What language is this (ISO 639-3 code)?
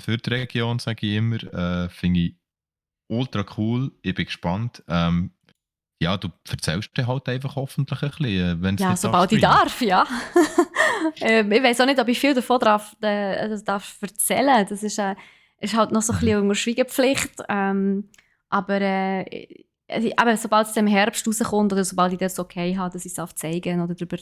gsw